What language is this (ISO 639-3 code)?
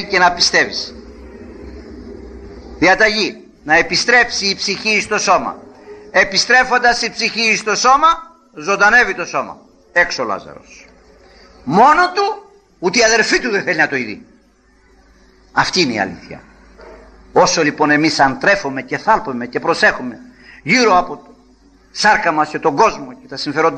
ell